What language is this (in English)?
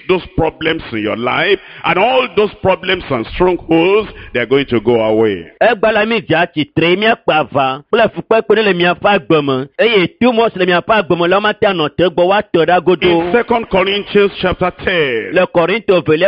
Ewe